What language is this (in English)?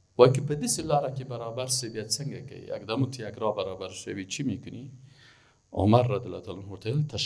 Persian